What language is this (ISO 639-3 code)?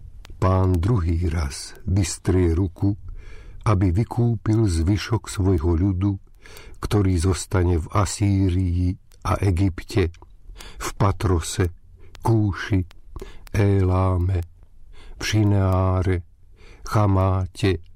slk